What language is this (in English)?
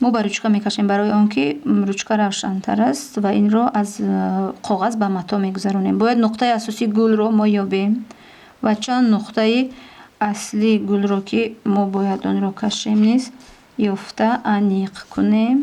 Tajik